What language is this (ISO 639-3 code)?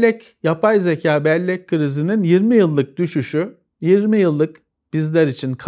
tur